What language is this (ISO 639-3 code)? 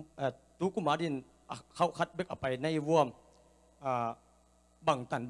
ctd